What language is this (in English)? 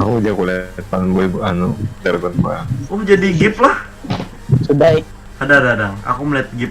Banjar